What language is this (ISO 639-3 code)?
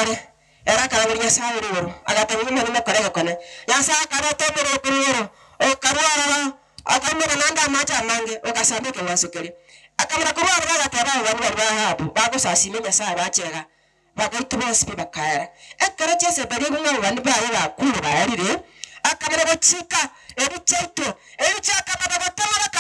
guz